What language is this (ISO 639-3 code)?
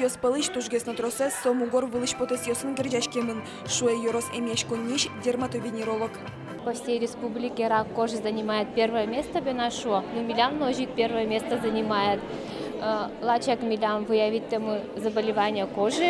udm